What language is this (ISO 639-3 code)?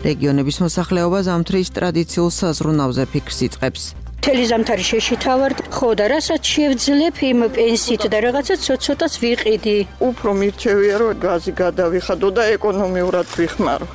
kat